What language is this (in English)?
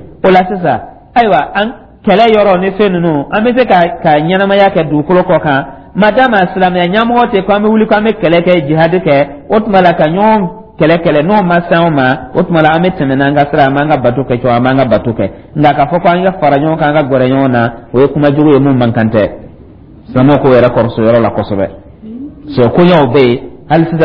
Dyula